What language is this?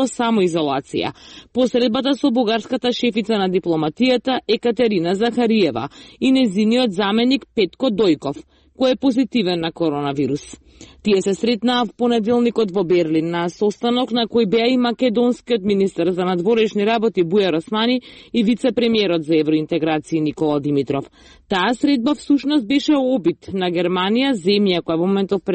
Macedonian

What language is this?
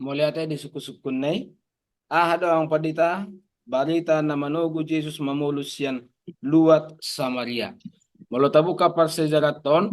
Batak Toba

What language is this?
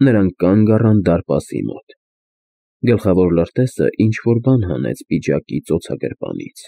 Armenian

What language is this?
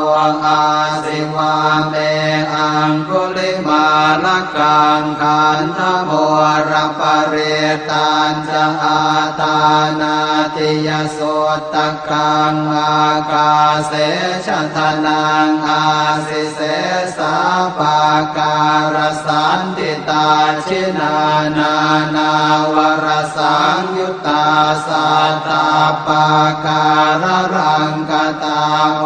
Pali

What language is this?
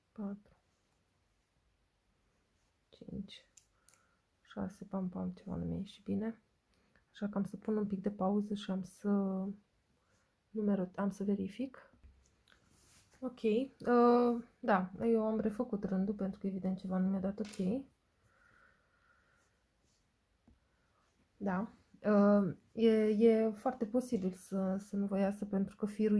Romanian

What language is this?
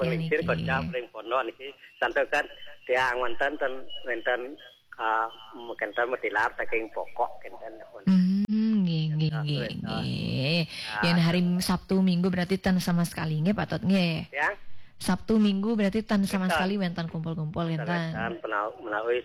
Balinese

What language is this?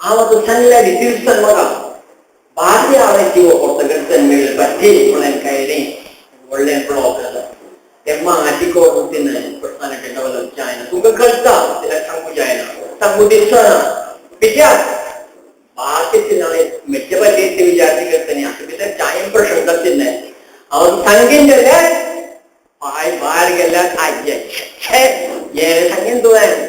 Konkani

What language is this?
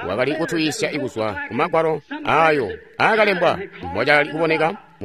Tonga (Zambia)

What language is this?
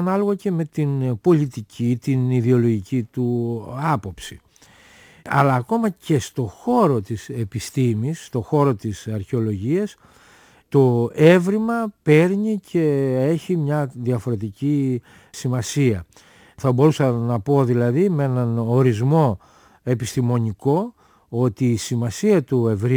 Greek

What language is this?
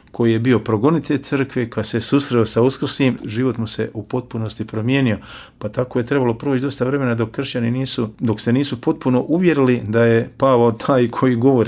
Croatian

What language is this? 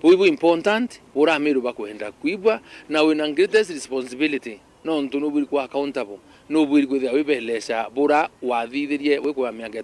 Meru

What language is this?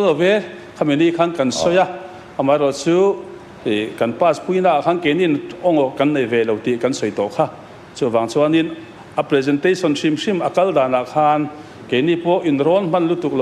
Mizo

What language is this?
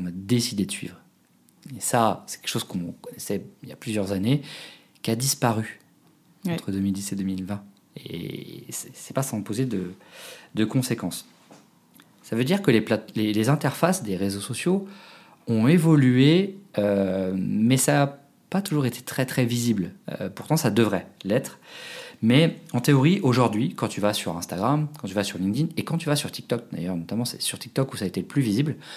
French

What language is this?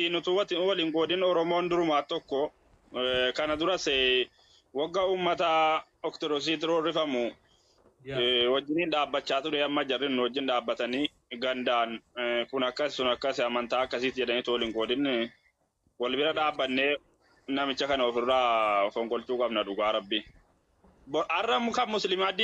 Oromo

